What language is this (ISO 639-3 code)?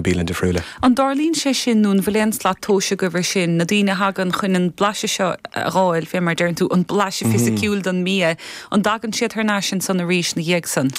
gle